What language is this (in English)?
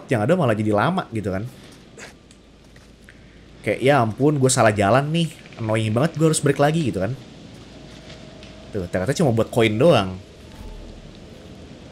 Indonesian